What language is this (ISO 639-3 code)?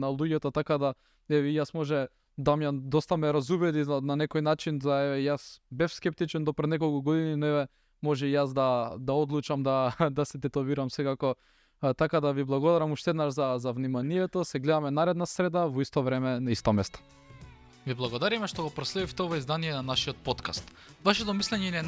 mkd